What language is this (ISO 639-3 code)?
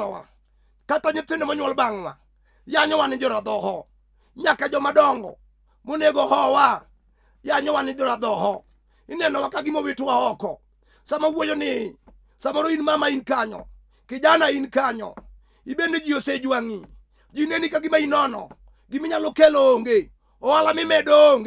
luo